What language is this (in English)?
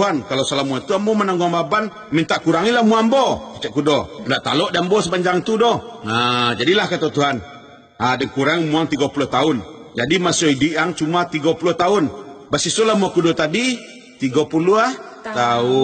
Minangkabau